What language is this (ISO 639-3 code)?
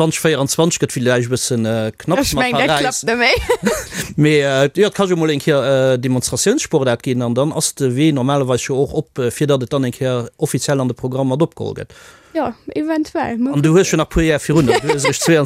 ltz